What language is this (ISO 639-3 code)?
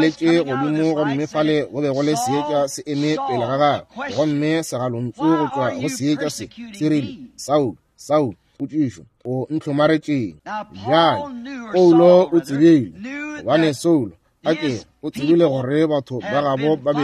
nso